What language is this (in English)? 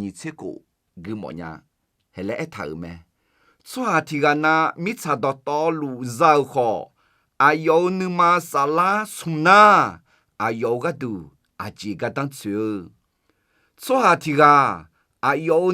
Akha